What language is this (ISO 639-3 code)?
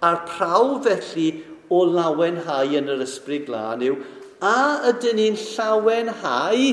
cym